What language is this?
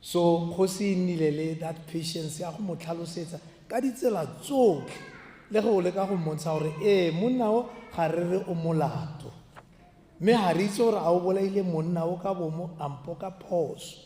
Tswana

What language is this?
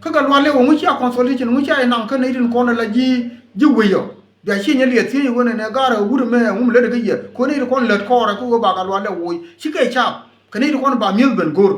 Nuer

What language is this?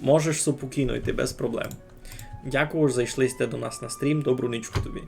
Rusyn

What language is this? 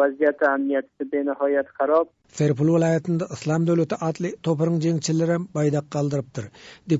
Turkmen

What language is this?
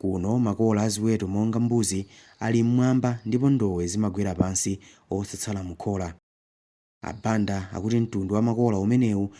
Nyanja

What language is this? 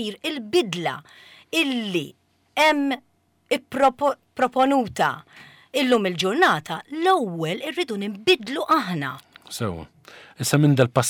Maltese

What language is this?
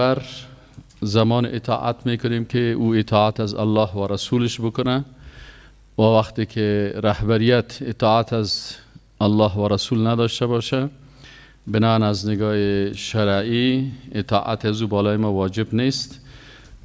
Persian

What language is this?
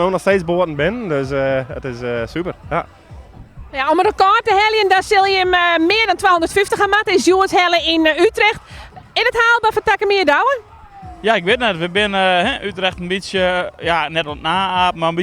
Western Frisian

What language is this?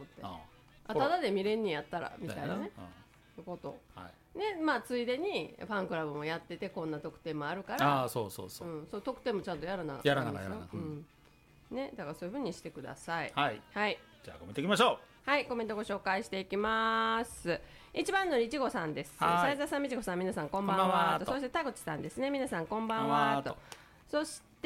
Japanese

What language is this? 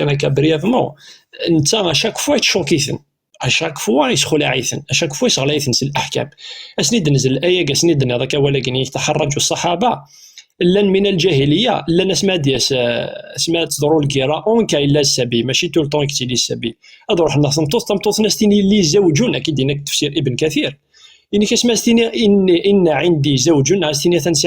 Kabyle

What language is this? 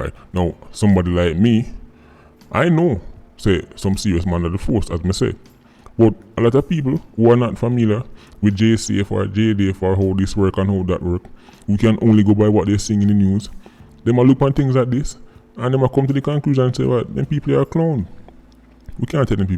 Jamaican Creole English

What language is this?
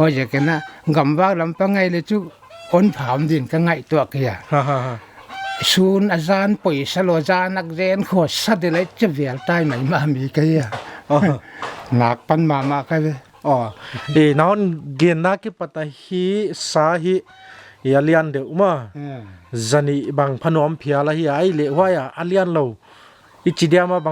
Paite Chin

